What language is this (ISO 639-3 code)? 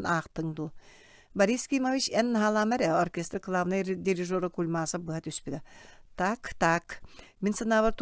sah